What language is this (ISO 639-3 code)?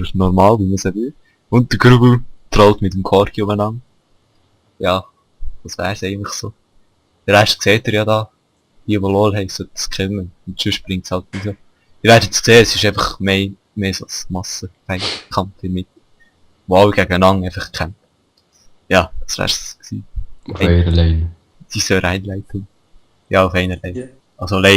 gsw